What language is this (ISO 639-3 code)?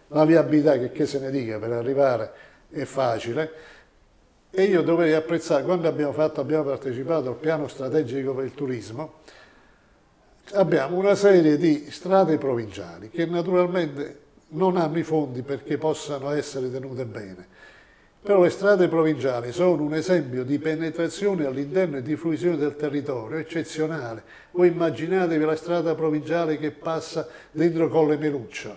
ita